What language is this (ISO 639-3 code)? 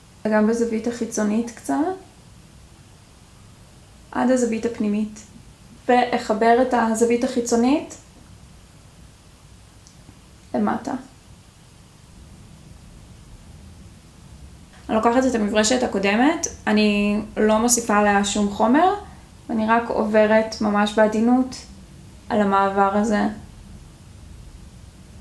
heb